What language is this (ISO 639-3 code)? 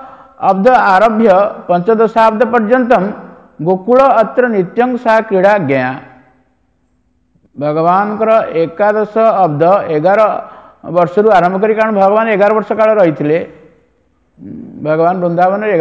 ori